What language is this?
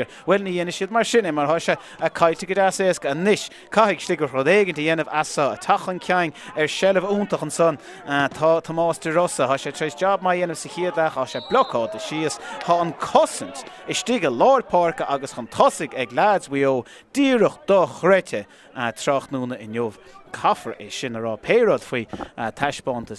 Irish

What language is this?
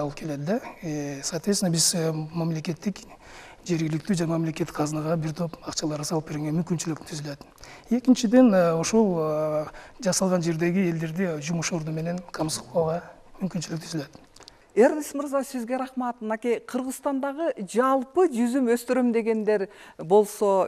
Kyrgyz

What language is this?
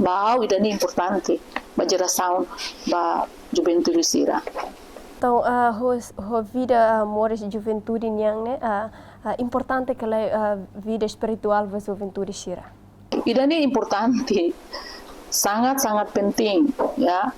Tetum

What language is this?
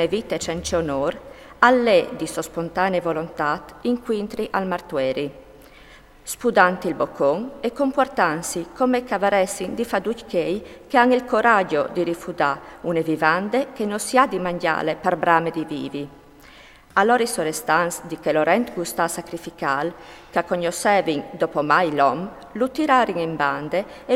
Friulian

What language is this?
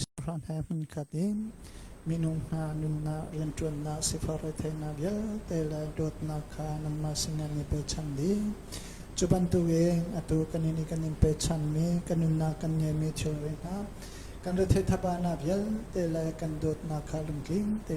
Hakha Chin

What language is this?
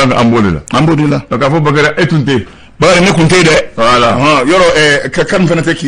Bambara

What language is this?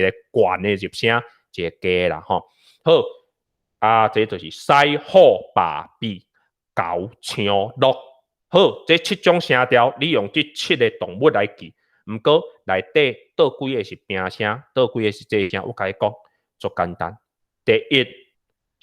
Min Nan Chinese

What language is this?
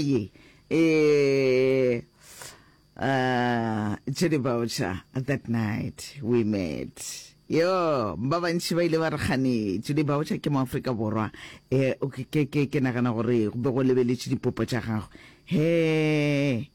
Northern Sotho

